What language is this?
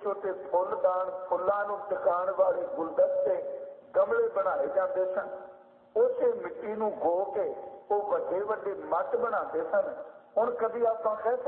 Punjabi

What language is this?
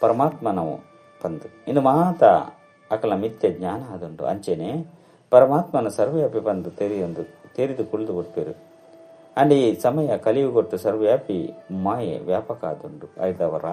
Tulu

